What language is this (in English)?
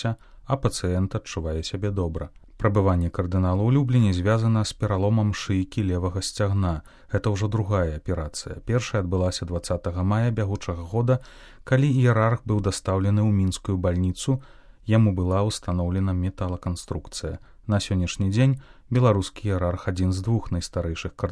Belarusian